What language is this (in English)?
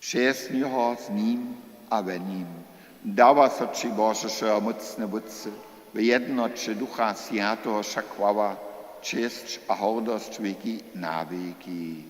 Upper Sorbian